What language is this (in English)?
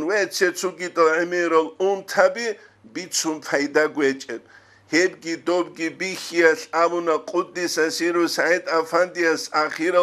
Avaric